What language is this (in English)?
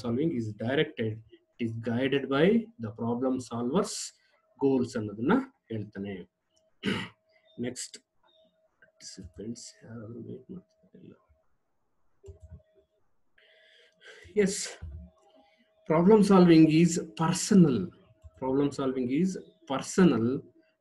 Kannada